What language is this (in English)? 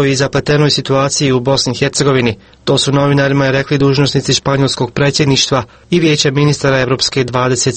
Croatian